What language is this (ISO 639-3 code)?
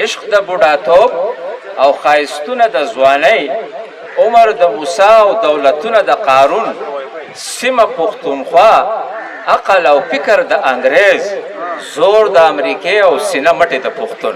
pus